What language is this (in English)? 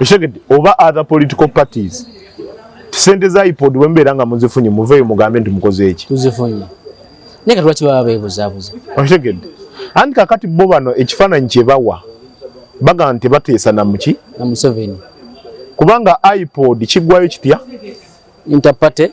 Ganda